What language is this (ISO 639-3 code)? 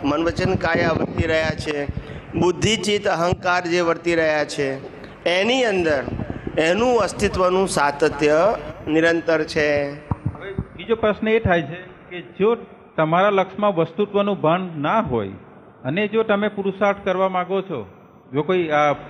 guj